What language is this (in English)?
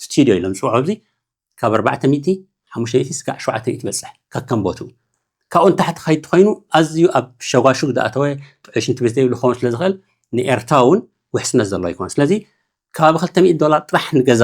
Tigrinya